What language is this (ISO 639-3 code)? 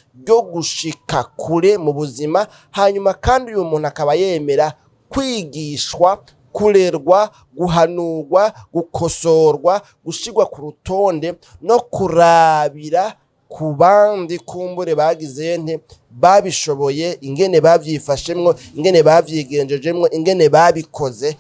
run